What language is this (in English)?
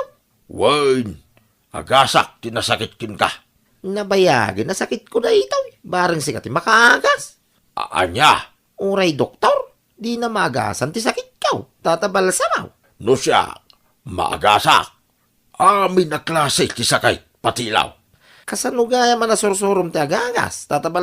Iloko